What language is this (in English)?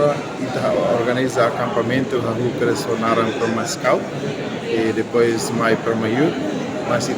Tetum